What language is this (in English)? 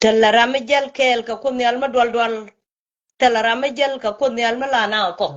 Nuer